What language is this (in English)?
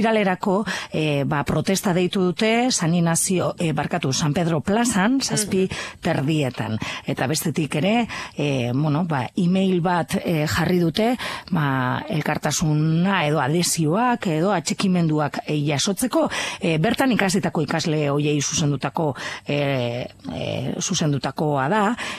Basque